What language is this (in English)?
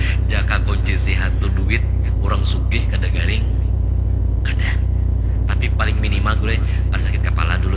Banjar